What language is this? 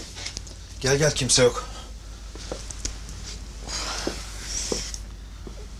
Turkish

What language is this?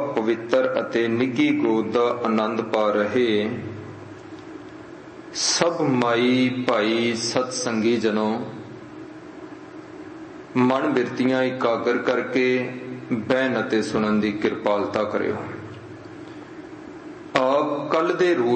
Punjabi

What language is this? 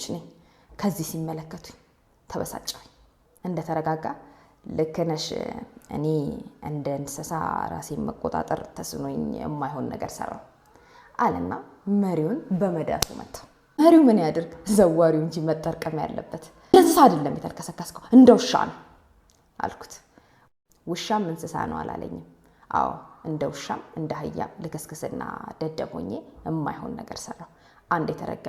Amharic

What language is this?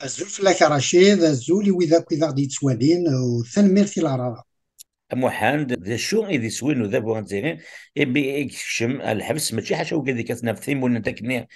Kabyle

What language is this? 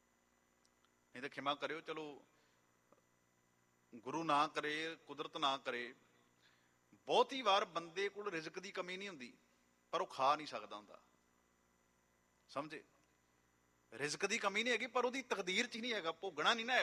Punjabi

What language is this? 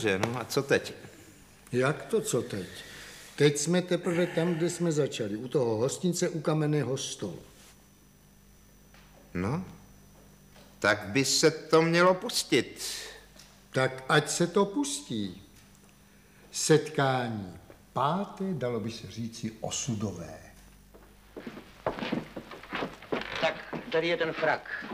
Czech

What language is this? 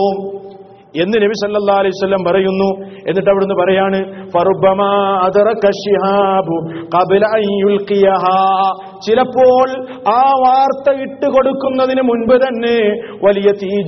Malayalam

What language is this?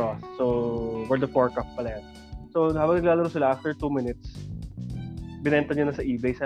Filipino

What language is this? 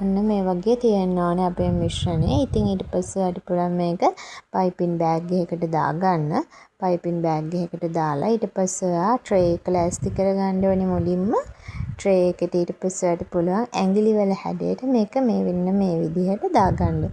Sinhala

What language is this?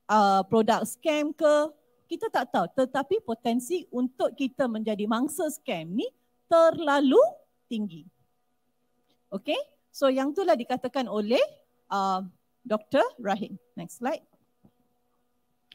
Malay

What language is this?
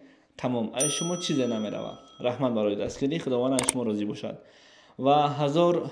Tajik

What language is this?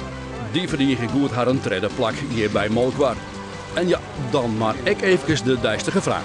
Western Frisian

